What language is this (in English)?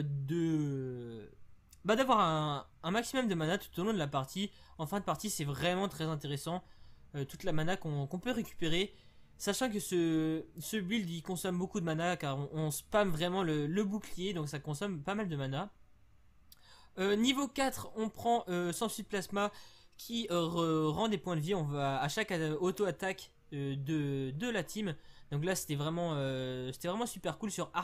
French